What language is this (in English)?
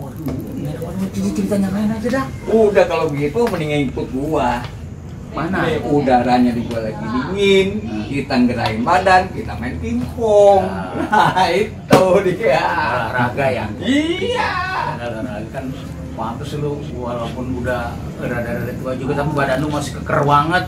Betawi